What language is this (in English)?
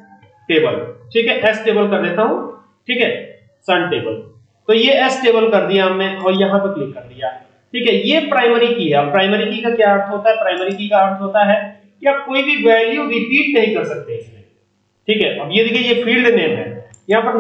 Hindi